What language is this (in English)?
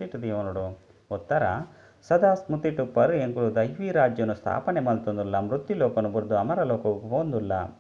Tulu